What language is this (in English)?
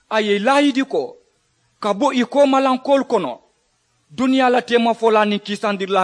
Mandingo